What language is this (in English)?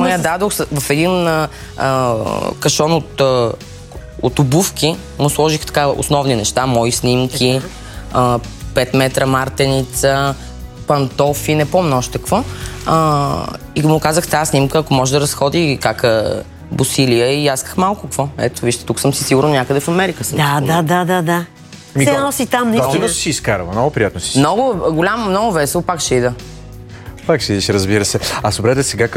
Bulgarian